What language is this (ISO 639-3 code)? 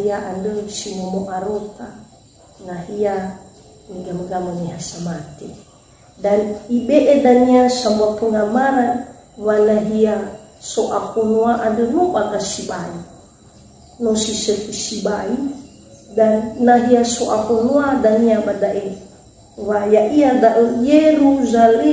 nia